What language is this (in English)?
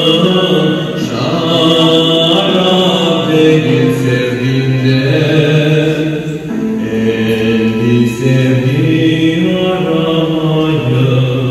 Crimean Tatar